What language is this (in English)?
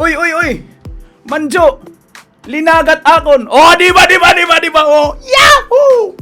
Waray